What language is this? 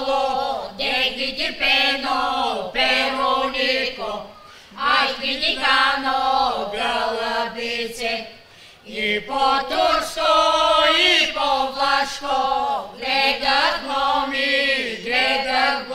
Bulgarian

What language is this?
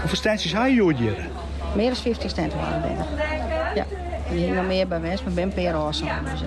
Western Frisian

